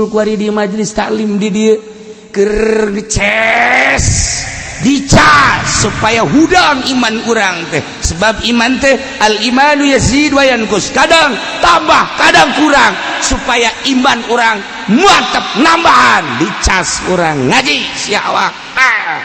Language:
Sundanese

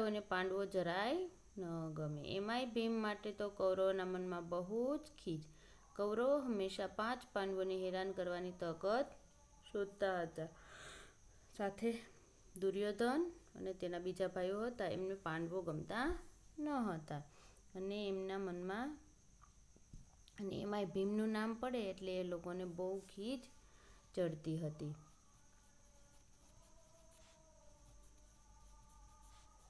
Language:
Gujarati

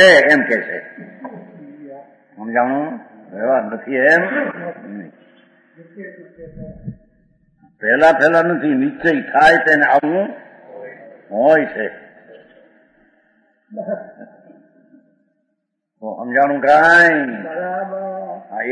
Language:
Gujarati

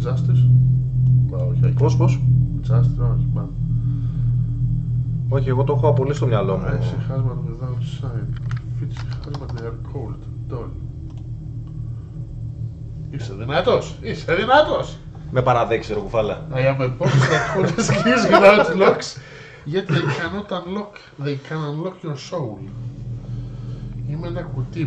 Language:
Greek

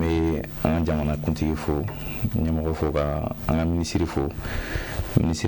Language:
Bambara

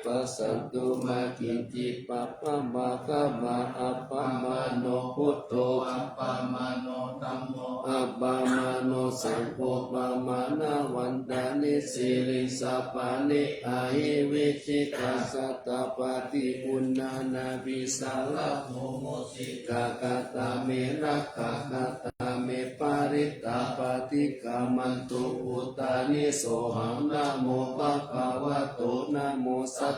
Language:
Pali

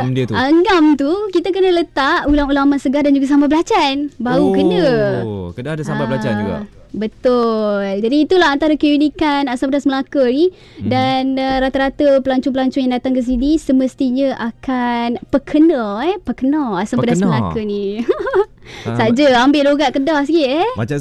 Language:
Malay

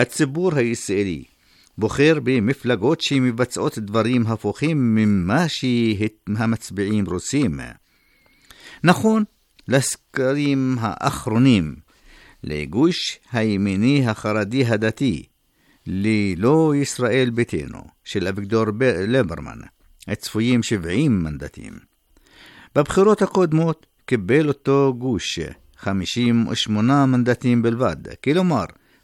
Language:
Hebrew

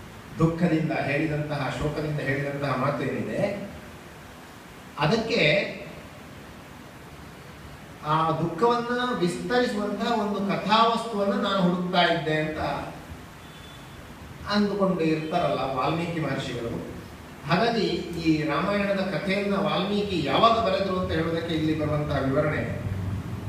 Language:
Kannada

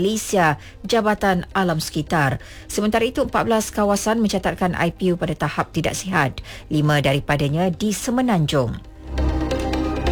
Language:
Malay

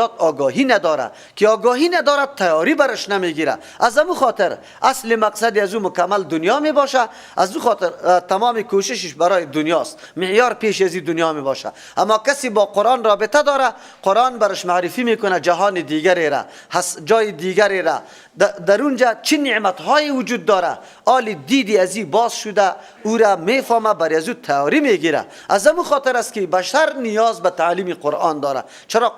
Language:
Persian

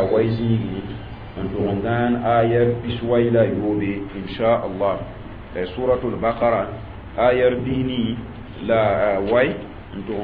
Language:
Mossi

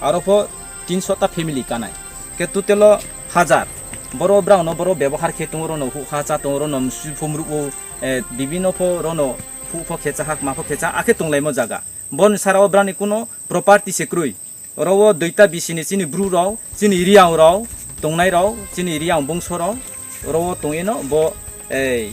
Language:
Riang (India)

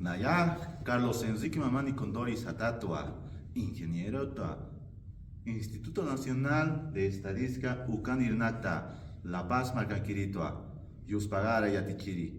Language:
Aymara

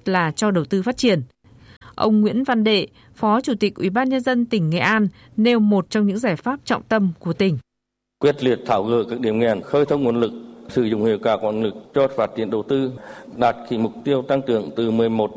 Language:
Vietnamese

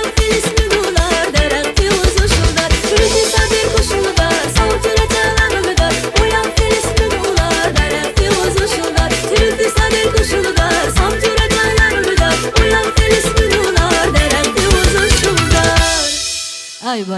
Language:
Tabassaran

